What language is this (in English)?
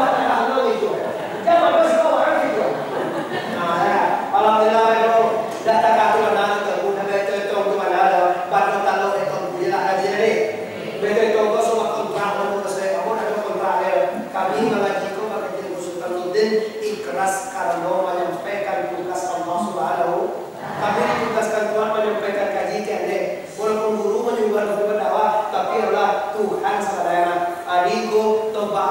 Minangkabau